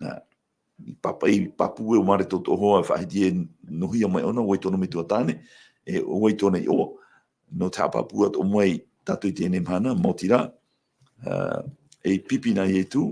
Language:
Tahitian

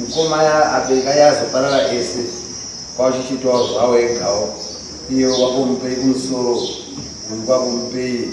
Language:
Shona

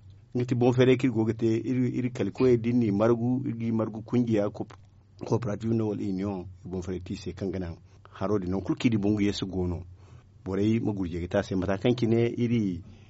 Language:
Zarma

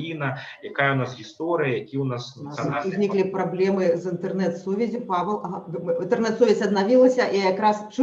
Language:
Belarusian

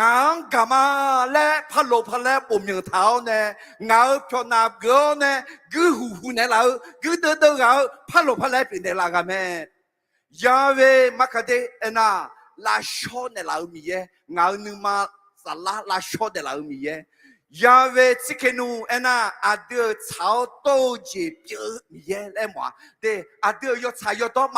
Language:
Akha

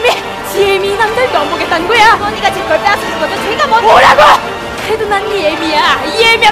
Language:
Korean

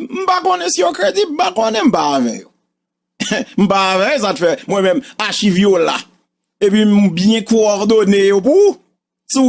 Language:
Haitian Creole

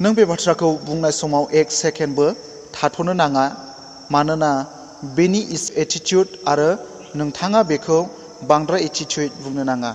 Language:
Bodo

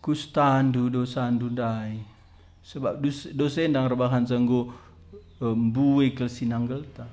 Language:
Batak Karo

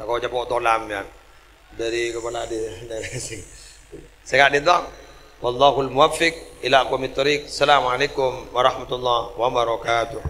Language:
Madurese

